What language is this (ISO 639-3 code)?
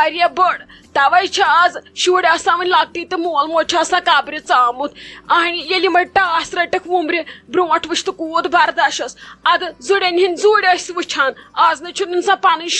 kas